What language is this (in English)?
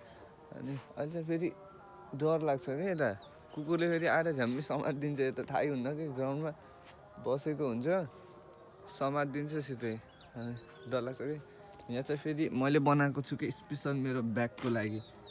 Nepali